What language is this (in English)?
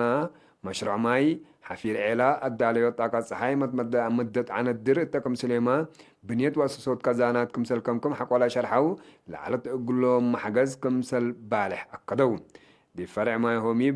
Tigre